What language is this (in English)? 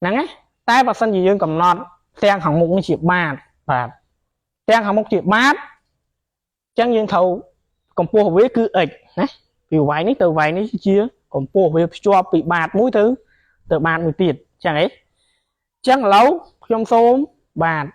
Khmer